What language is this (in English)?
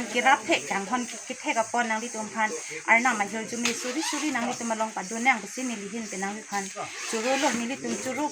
Karbi